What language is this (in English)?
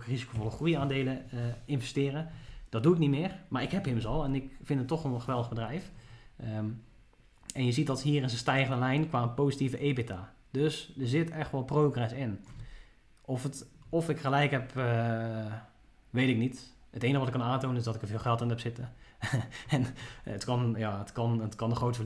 Dutch